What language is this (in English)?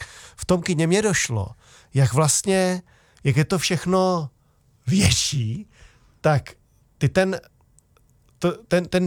Czech